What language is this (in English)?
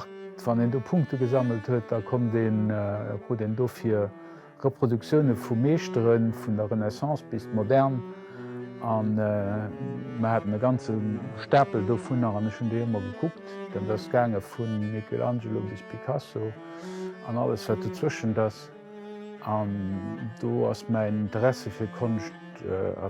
Luxembourgish